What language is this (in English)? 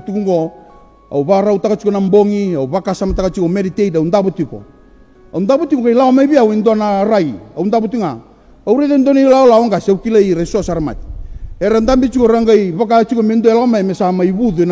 Fijian